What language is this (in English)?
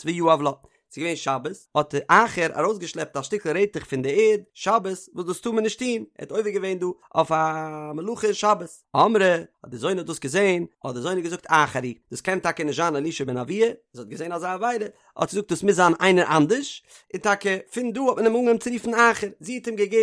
Yiddish